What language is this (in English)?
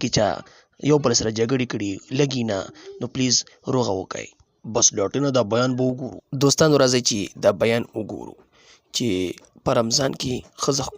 Pashto